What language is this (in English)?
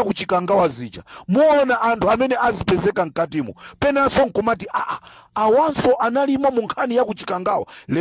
Nyanja